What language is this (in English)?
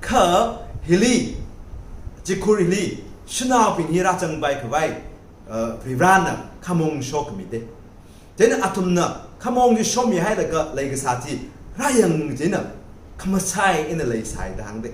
Tangkhul Naga (India)